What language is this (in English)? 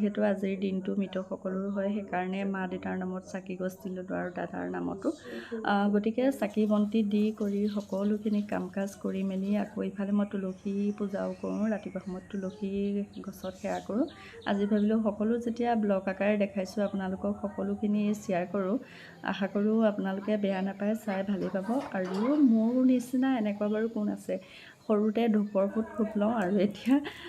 Assamese